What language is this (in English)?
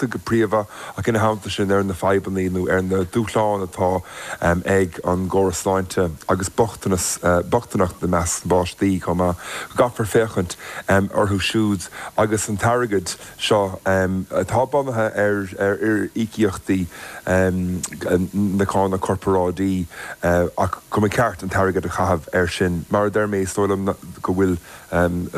Irish